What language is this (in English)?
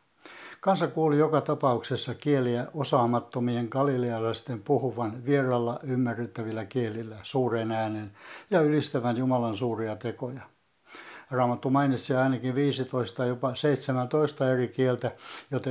Finnish